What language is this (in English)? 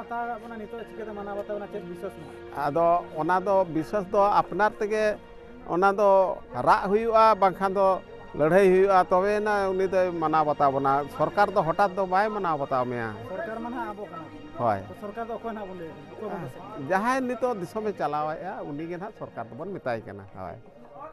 Santali